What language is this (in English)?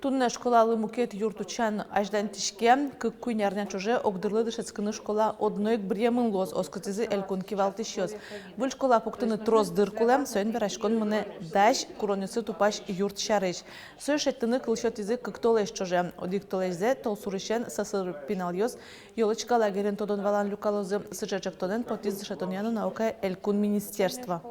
Udmurt